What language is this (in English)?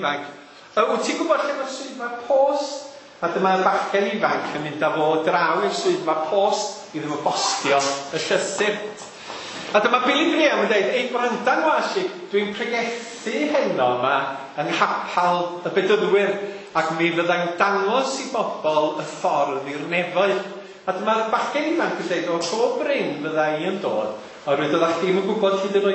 Welsh